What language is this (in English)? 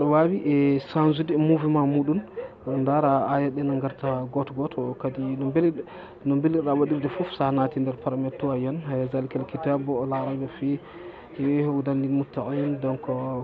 Fula